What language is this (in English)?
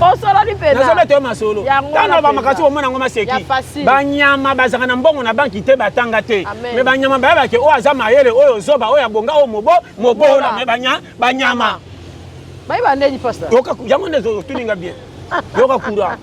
Lingala